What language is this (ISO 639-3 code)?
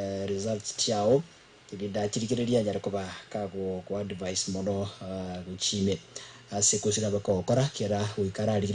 guz